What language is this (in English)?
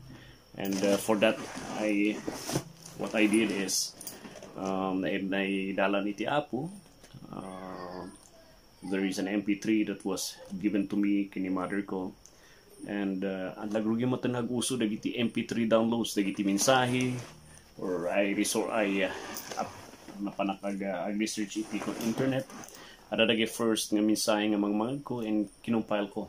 Iloko